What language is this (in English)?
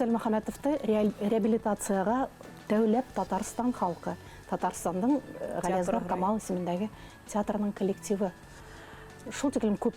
Bashkir